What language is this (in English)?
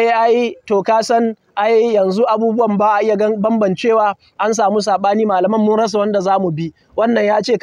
Hausa